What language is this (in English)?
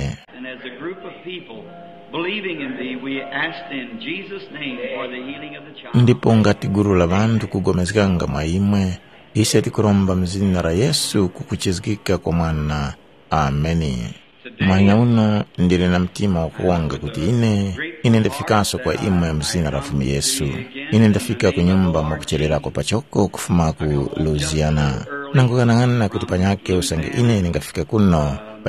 Tumbuka